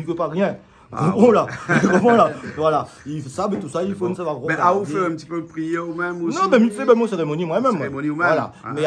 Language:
Réunion Creole French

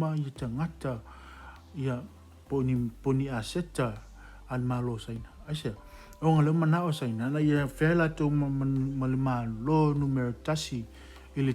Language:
Samoan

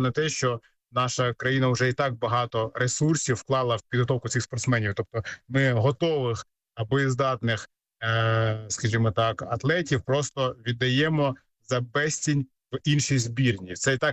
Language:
Ukrainian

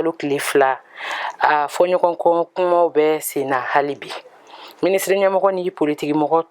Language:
Bambara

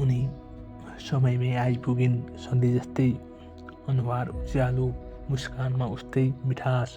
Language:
Nepali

